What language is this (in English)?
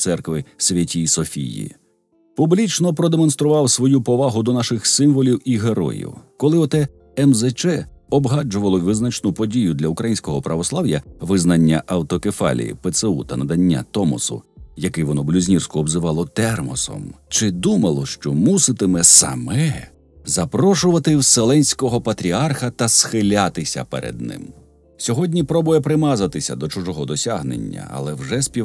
Ukrainian